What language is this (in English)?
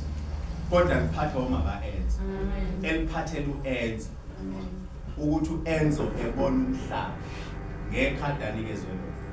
Zulu